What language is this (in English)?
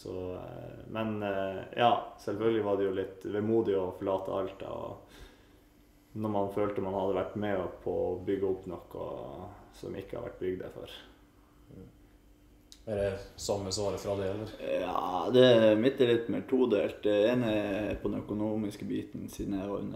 Norwegian